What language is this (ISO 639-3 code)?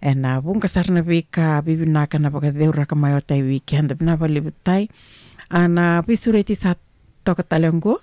fij